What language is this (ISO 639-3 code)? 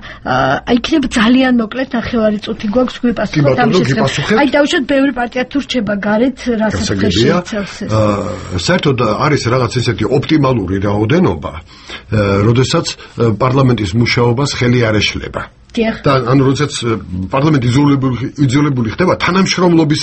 kat